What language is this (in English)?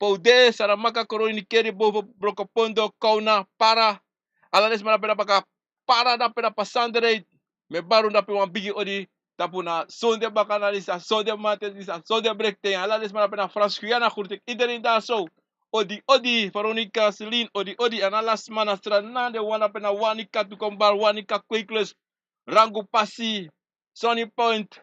Sranan Tongo